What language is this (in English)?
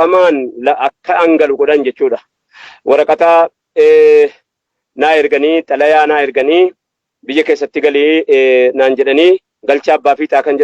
Oromo